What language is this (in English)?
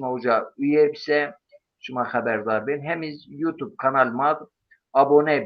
Zaza